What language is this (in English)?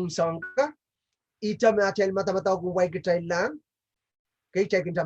Pohnpeian